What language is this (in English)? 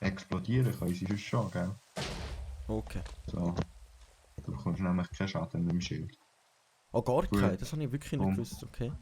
Swiss German